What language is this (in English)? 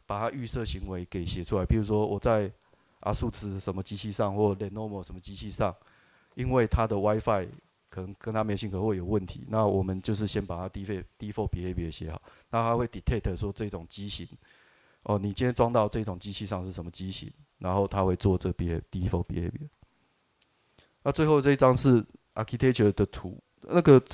Chinese